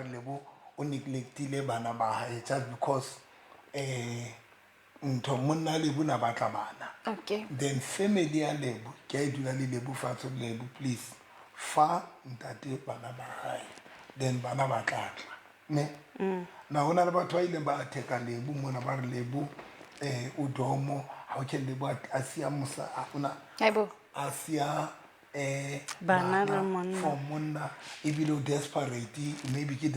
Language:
Southern Sotho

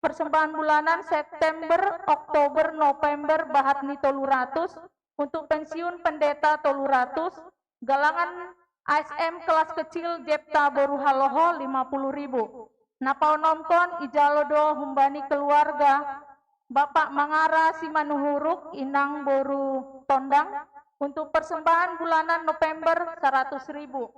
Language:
Batak Simalungun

